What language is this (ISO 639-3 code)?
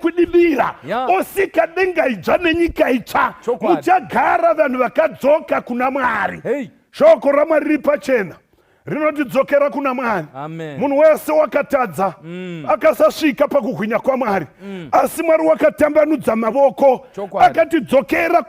sna